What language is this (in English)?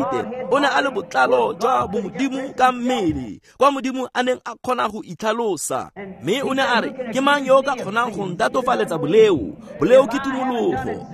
Tswana